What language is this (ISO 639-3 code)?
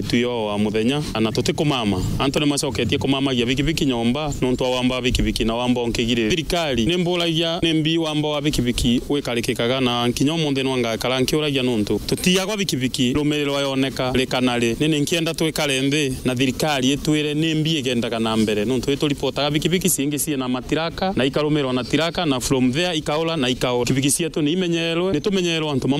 mer